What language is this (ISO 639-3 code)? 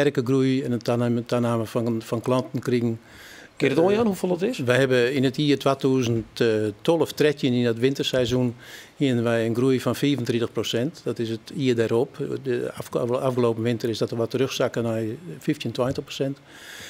fry